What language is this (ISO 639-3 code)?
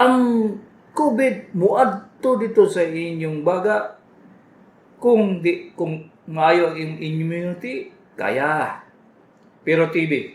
ceb